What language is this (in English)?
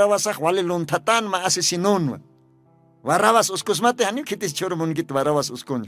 Aymara